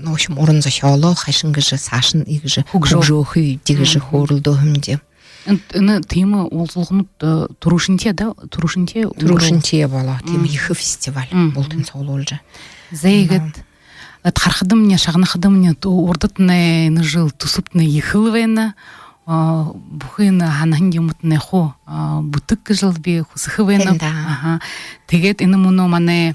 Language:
Buriat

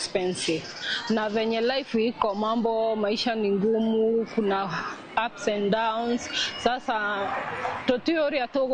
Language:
Kikuyu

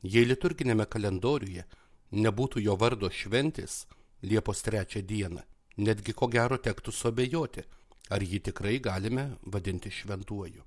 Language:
Lithuanian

